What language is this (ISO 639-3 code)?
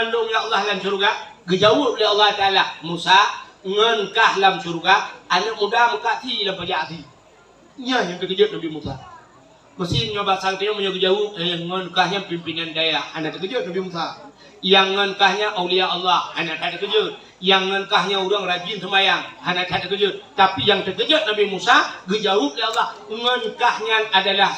ace